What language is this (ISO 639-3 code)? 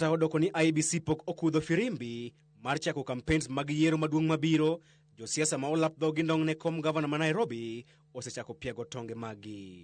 luo